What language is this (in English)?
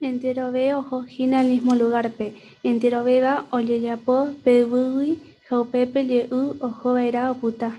Guarani